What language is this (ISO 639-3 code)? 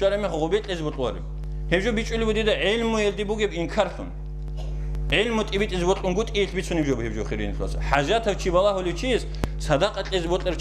ava